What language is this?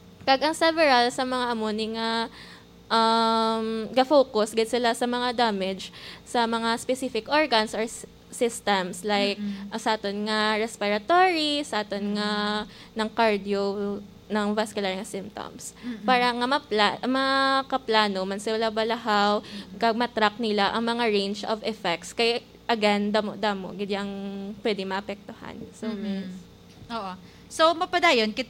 Hiligaynon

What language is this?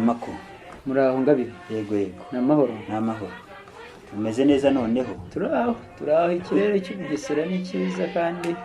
Kinyarwanda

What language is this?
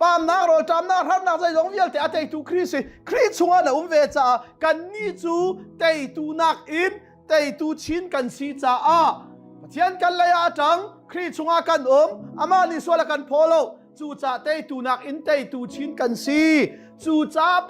Hakha Chin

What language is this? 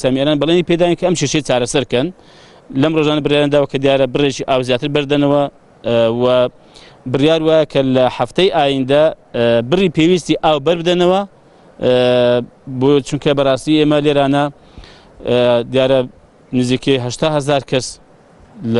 Central Kurdish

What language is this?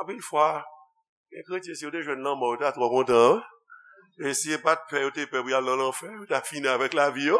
Haitian Creole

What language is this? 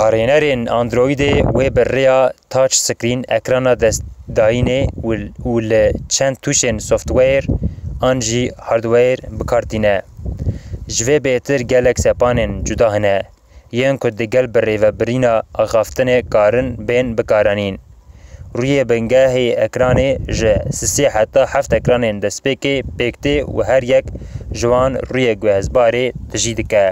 Kurdish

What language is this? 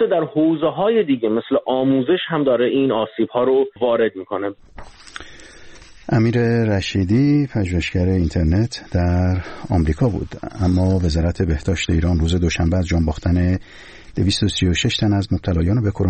Persian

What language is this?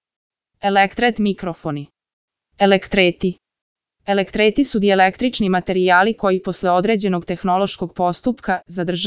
Serbian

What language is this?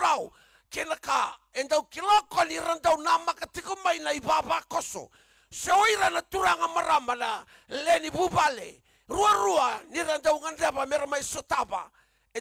Fijian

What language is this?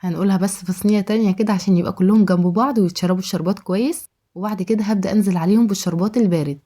Egyptian Arabic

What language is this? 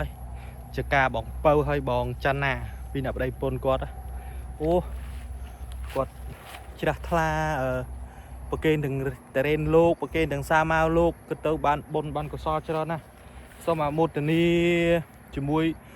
Khmer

